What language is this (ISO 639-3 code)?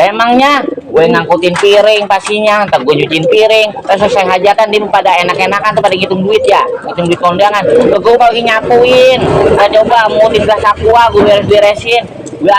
bew